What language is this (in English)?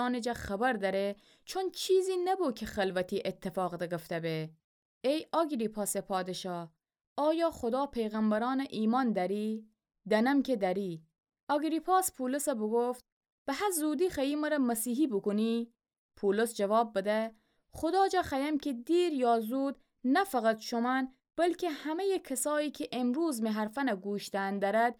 Gilaki